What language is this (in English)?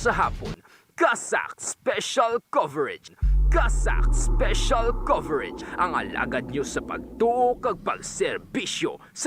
Hiligaynon